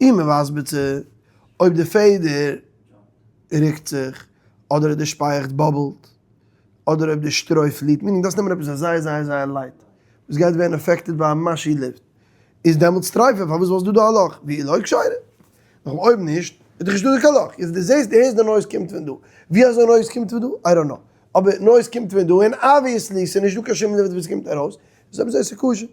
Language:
Yiddish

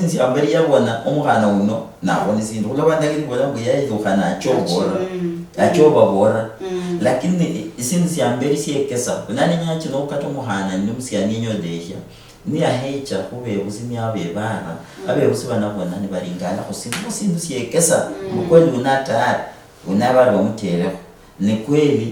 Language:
Luyia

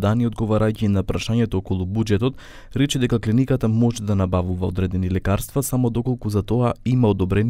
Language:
Macedonian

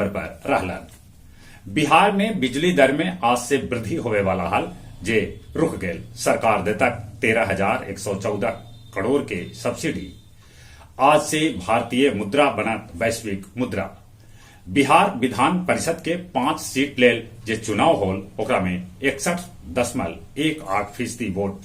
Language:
Magahi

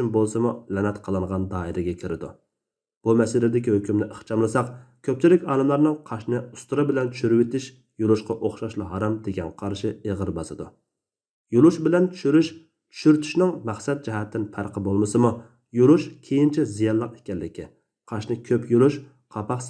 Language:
Uyghur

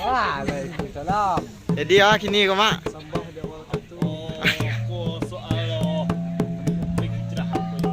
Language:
Minangkabau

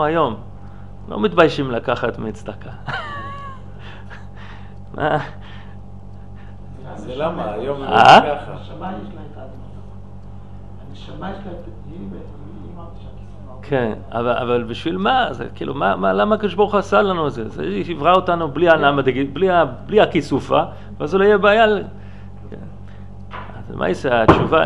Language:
Hebrew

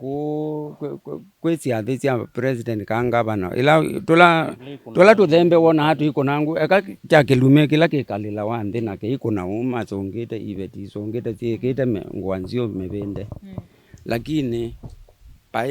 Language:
Kamba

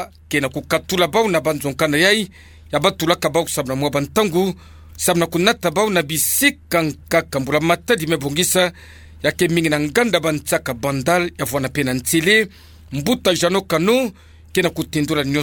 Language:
Kituba (Democratic Republic of Congo)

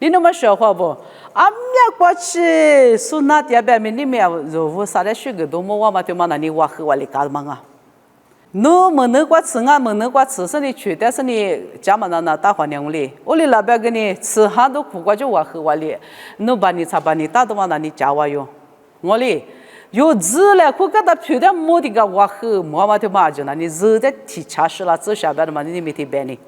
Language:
Lisu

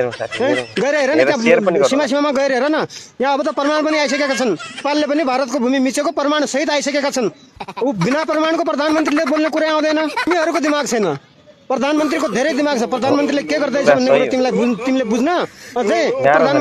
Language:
Nepali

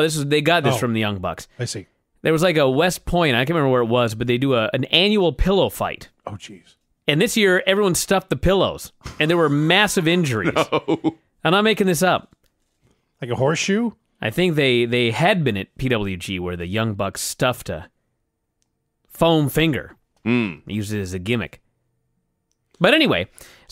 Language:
English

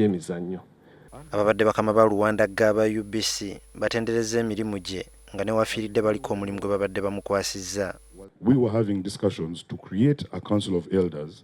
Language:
Ganda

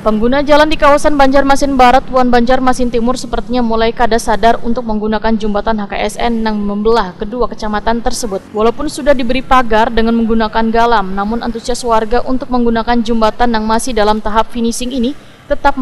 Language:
Banjar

